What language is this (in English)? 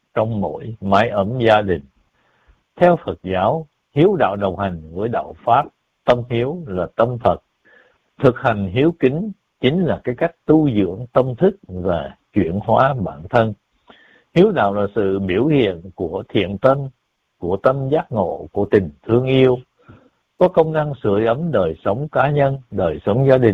Vietnamese